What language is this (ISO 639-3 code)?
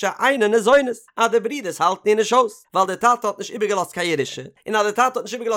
yid